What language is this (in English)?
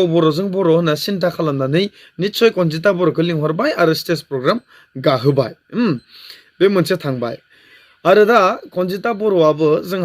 Bodo